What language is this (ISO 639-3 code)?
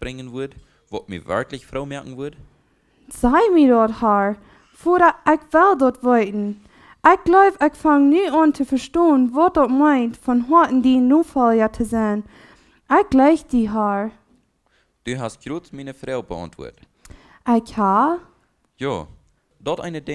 pdt